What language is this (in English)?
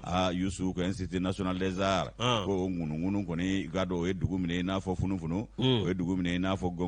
Bambara